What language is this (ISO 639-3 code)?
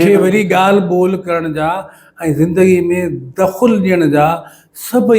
snd